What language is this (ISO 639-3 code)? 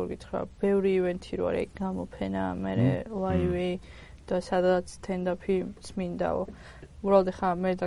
kat